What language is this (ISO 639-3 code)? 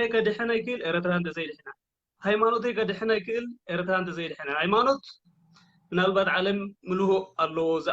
tir